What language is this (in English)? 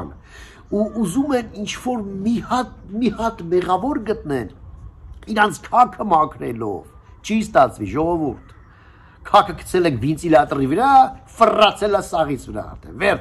Armenian